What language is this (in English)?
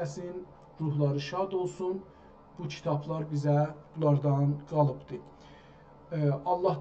South Azerbaijani